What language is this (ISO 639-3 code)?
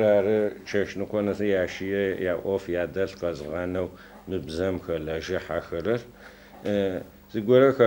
ady